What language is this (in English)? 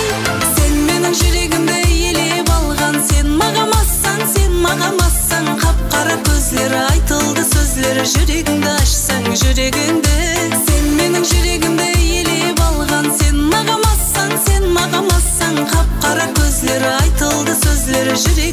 Kara-Kalpak